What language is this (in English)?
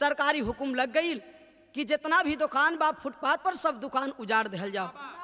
Bhojpuri